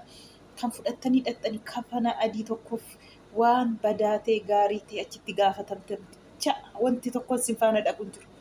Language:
Oromo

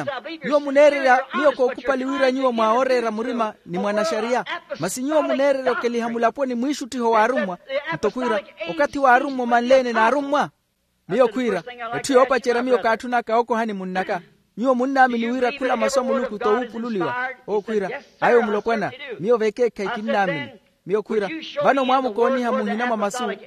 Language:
Makhuwa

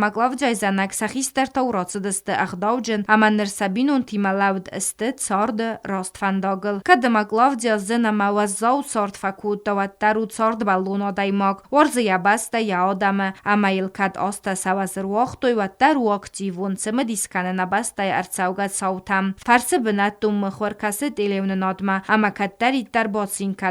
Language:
Ossetic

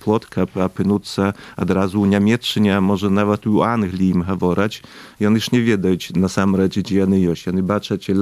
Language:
Belarusian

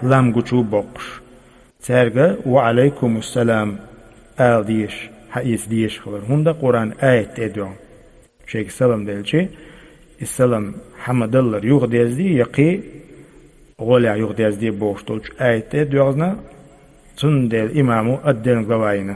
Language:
Chechen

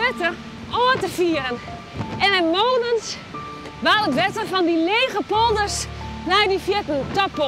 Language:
Western Frisian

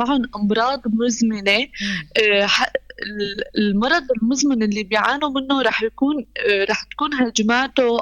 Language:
North Levantine Arabic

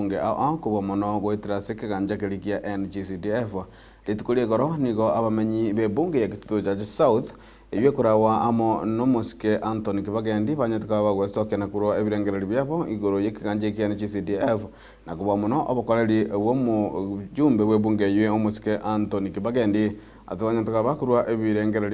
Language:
Gusii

